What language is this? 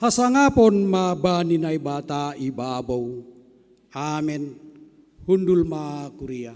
Batak Simalungun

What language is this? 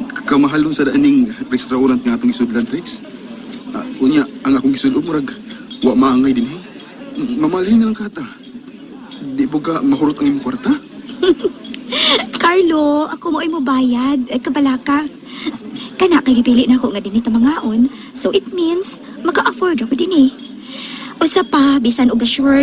Cebuano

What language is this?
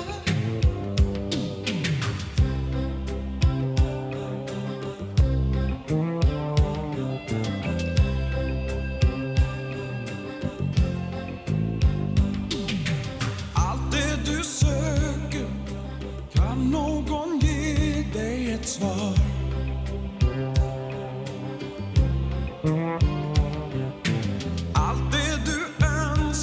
Swedish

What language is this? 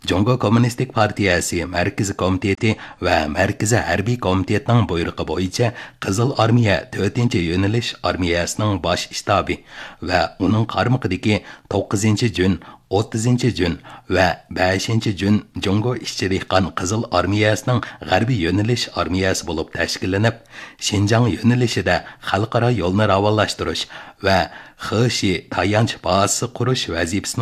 Uyghur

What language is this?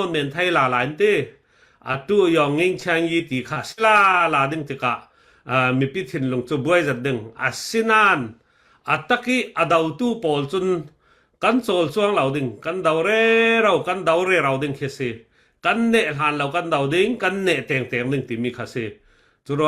Falam Chin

